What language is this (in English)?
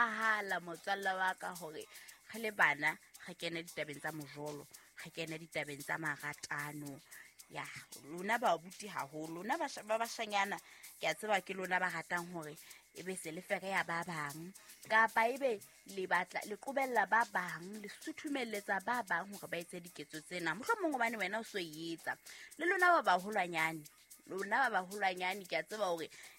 Southern Sotho